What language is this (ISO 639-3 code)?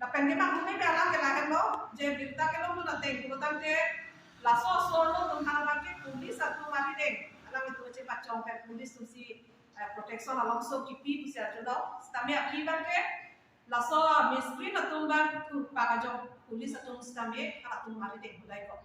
mjw